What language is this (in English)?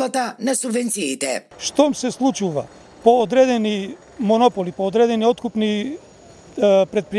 Macedonian